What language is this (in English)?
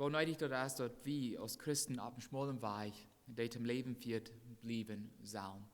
Plautdietsch